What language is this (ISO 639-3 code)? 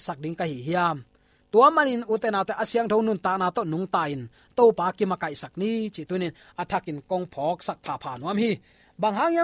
ctd